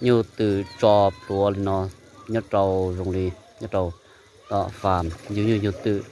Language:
Hmong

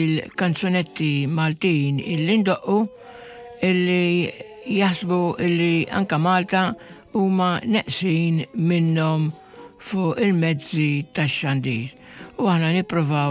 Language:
Maltese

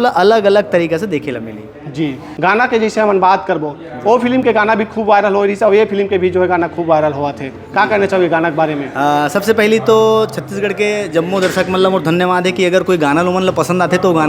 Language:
Chhattisgarhi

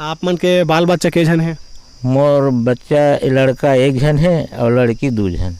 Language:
Chhattisgarhi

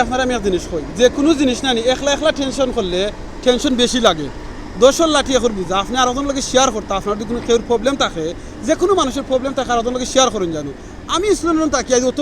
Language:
Sylheti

